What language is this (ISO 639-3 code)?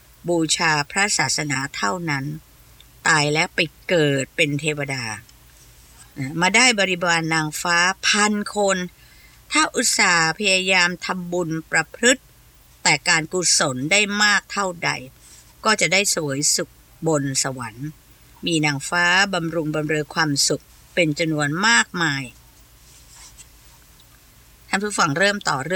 tha